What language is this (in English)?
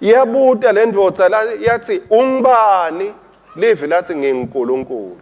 Swati